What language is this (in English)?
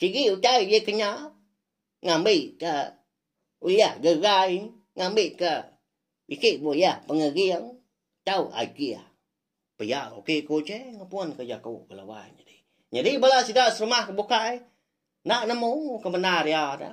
Iban